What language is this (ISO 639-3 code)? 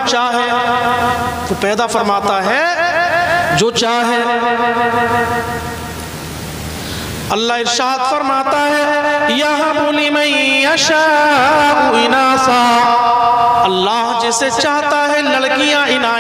urd